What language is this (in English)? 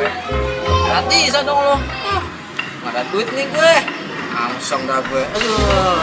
Betawi